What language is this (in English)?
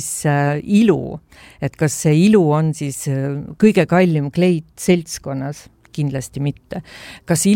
Estonian